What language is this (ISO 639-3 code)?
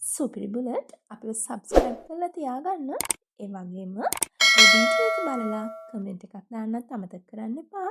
sin